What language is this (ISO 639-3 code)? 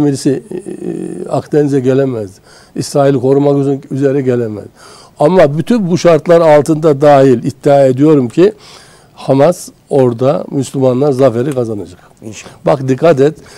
tur